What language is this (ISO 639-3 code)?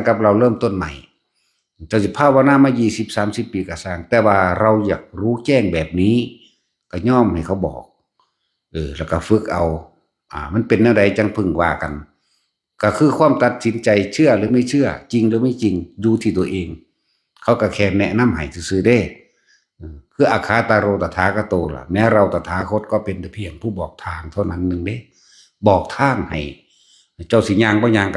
tts